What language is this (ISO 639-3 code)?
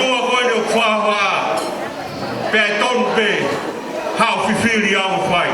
ton